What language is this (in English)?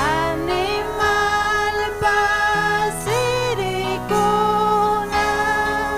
Ayacucho Quechua